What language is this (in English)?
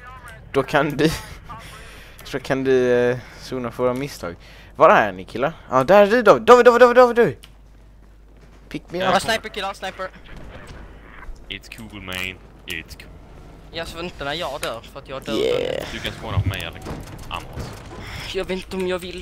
Swedish